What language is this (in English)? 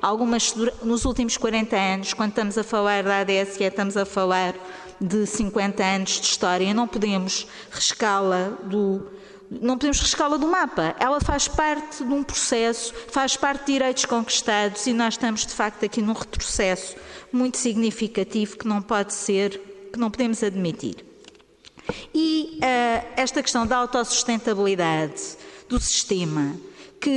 Portuguese